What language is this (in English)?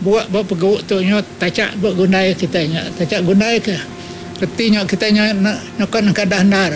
Iban